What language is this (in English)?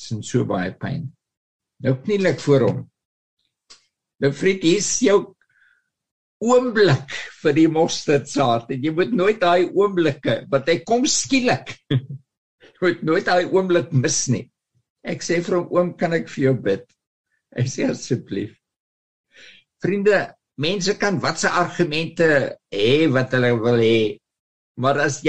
Afrikaans